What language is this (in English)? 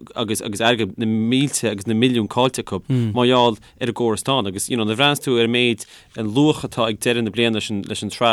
Irish